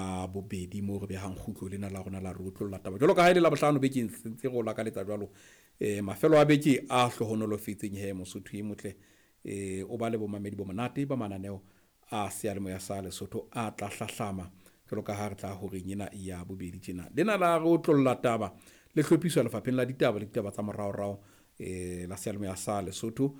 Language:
Southern Sotho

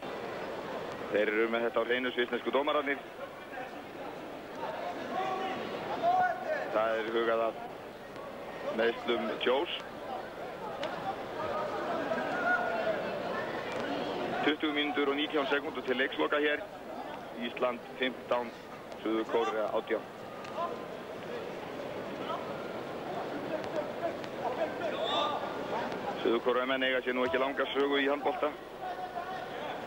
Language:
Icelandic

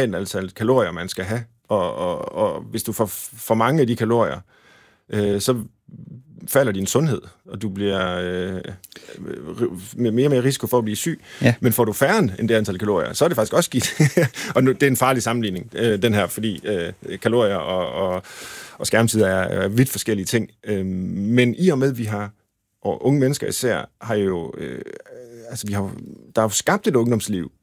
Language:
Danish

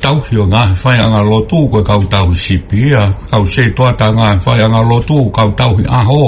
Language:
Tongan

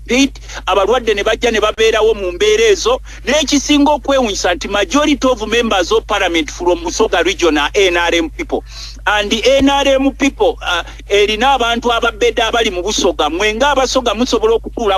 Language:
Ganda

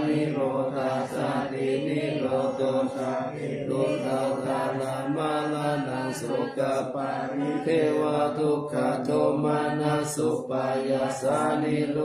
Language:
Pali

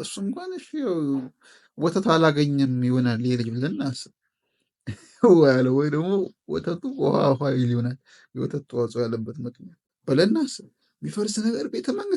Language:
Amharic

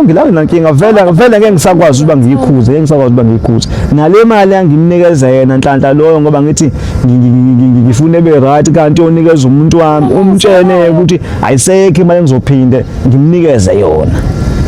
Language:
Zulu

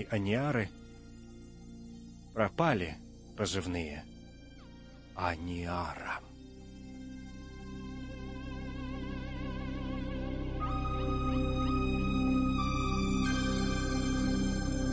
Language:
Russian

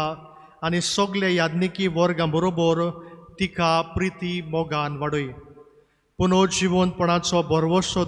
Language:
Konkani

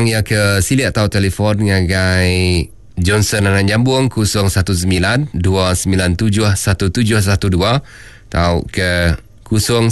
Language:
Iban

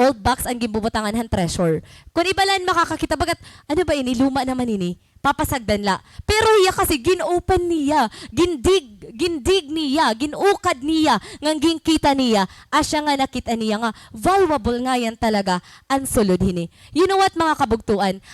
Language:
Waray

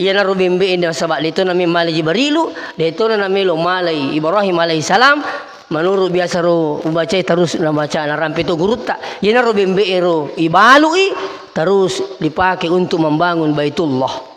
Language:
Buginese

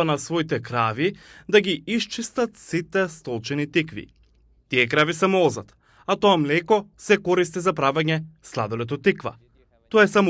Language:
Macedonian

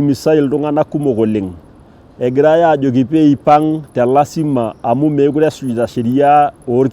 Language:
Masai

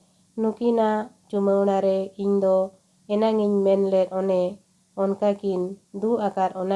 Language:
Santali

